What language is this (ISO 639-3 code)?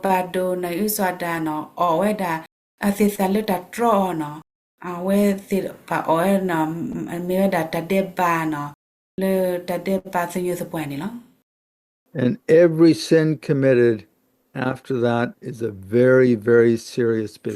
ksw